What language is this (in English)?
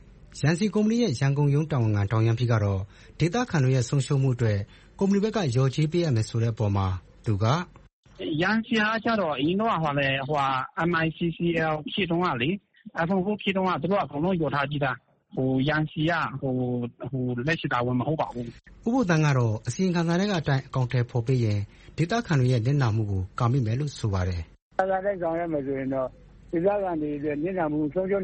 Burmese